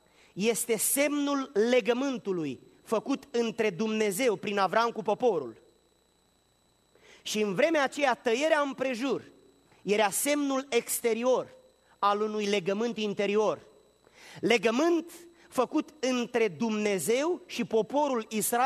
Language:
Romanian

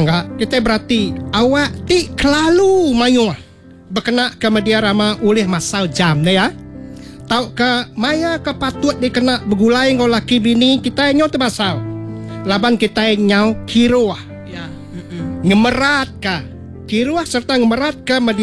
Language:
Iban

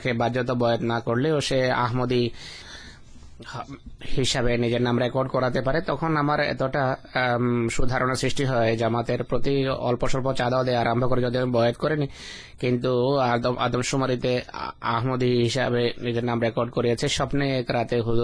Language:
Bangla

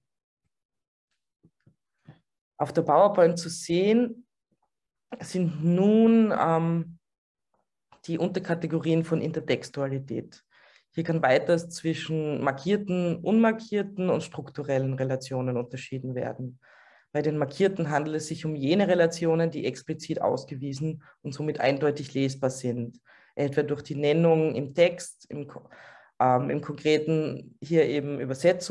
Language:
German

